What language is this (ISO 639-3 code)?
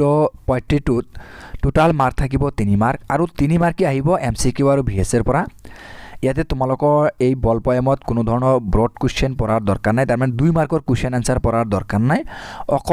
asm